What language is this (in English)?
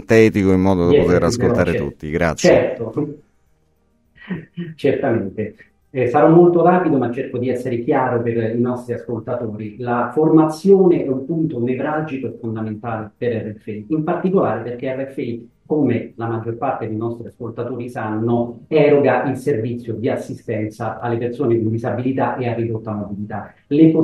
Italian